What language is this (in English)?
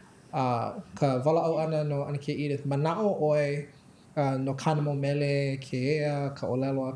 Hawaiian